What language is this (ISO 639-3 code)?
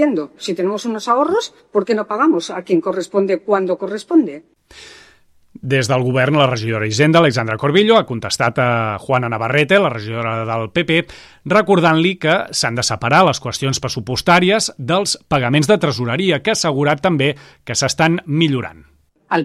cat